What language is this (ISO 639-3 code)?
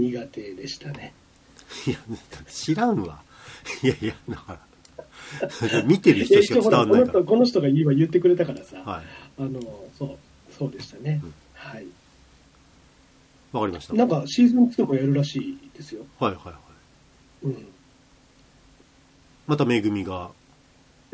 jpn